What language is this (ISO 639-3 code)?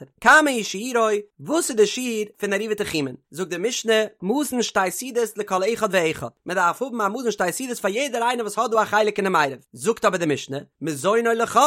yid